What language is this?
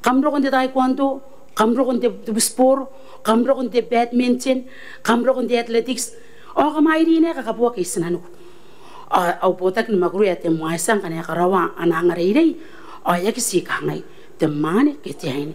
Gilbertese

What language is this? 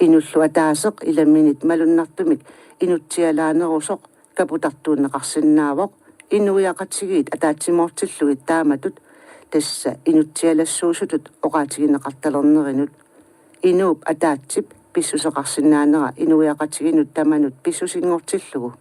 Kalaallisut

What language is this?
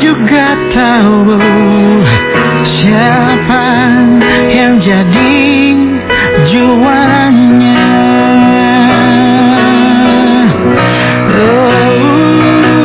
Indonesian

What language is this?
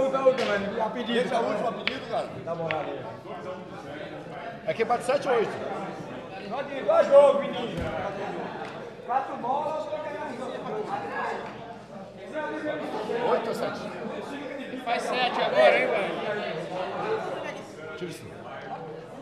Portuguese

